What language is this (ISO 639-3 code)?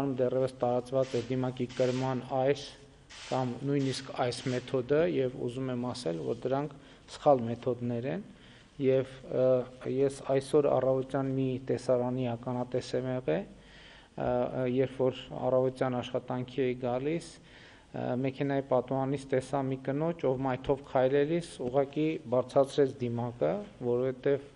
hye